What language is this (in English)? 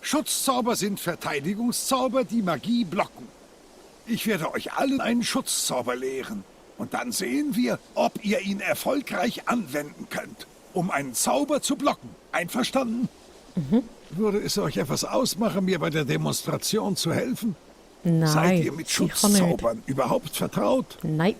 Swiss German